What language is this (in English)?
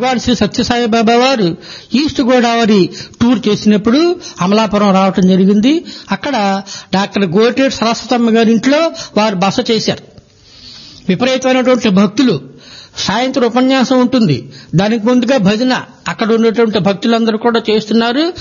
Telugu